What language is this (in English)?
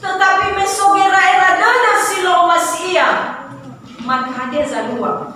Nias